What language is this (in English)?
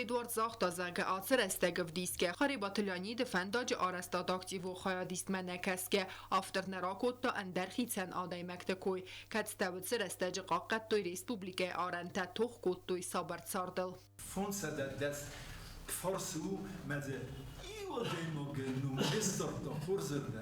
Ossetic